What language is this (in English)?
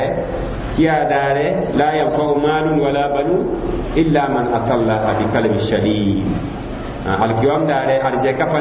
Mossi